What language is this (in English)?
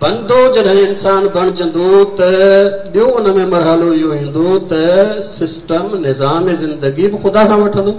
Sindhi